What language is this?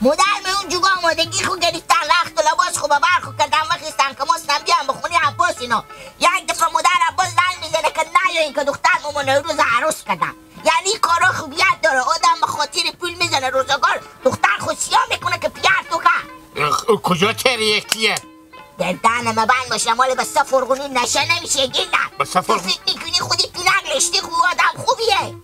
Hazaragi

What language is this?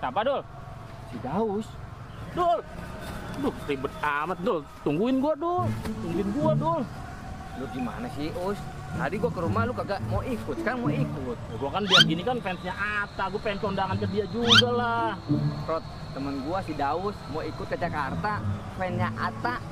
Betawi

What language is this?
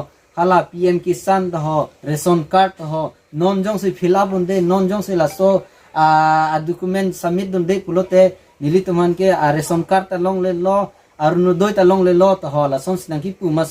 Karbi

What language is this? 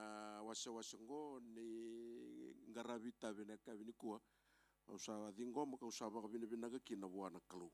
Fijian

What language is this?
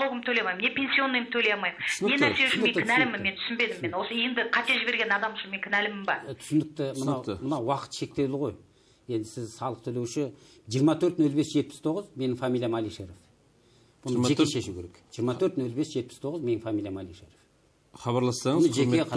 Kazakh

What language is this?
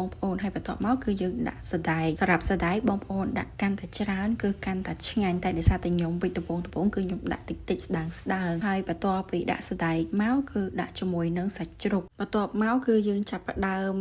Khmer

